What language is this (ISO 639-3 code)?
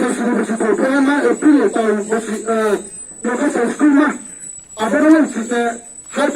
ria